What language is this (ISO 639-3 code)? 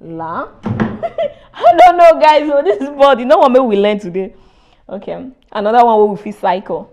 pcm